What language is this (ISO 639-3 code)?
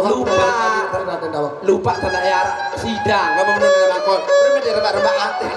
sas